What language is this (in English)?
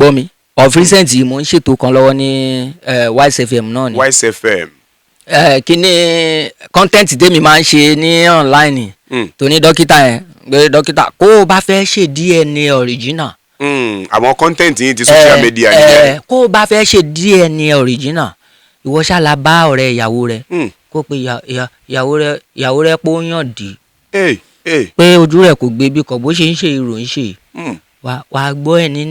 Yoruba